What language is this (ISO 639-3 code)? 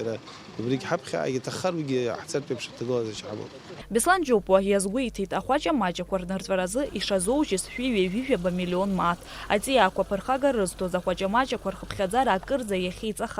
abk